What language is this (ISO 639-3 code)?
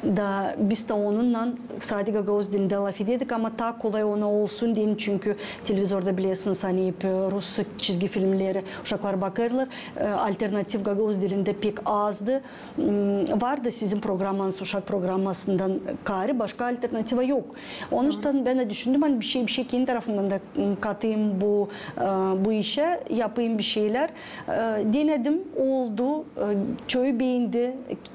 gag